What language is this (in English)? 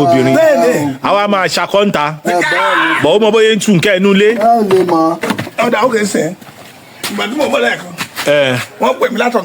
Yoruba